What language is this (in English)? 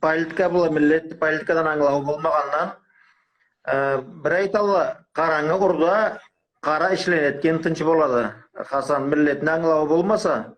Karachay-Balkar